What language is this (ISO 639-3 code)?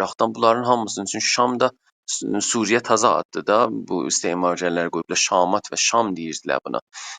azb